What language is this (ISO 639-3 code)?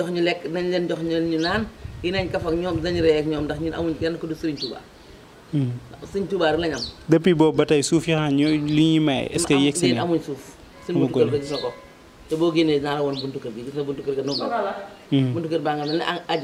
wol